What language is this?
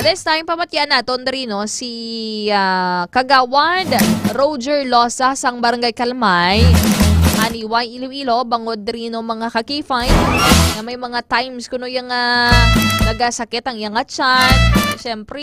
Hiligaynon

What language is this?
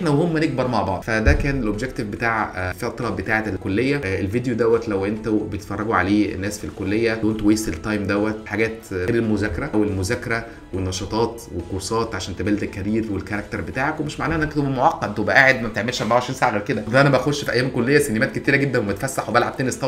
Egyptian Arabic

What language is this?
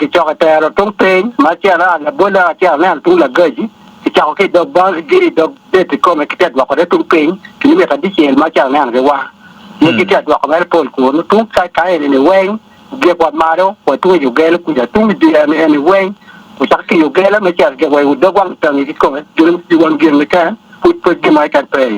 Acoli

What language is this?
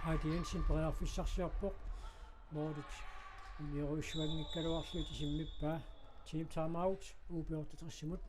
Kalaallisut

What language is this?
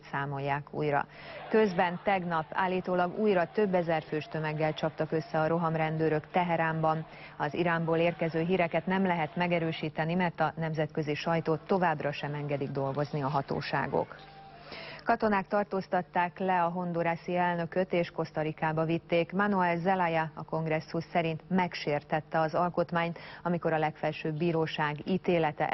Hungarian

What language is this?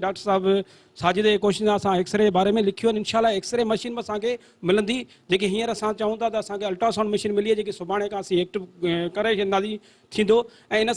Sindhi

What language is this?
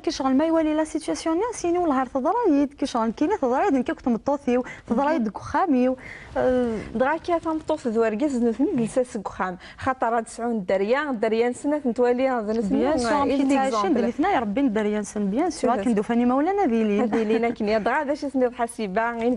Kabyle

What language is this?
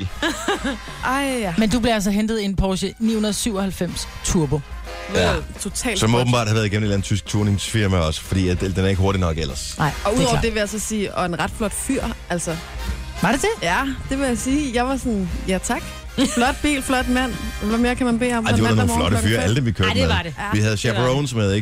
Danish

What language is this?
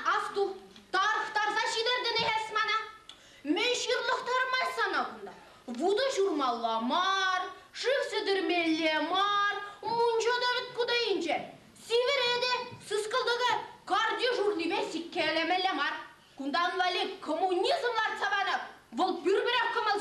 Chuvash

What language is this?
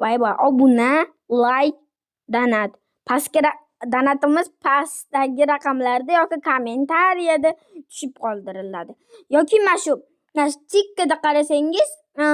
Uzbek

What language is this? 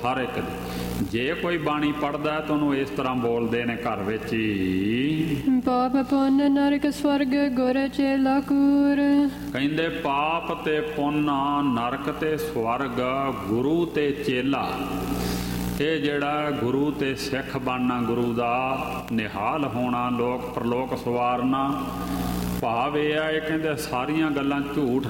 Punjabi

